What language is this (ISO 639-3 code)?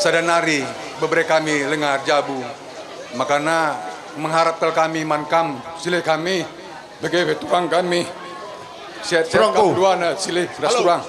btx